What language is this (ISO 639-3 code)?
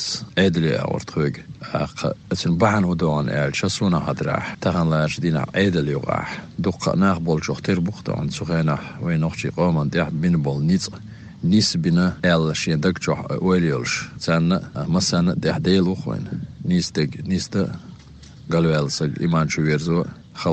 che